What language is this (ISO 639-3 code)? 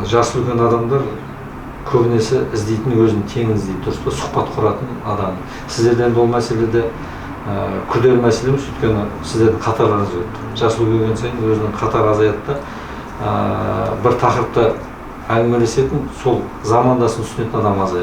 kaz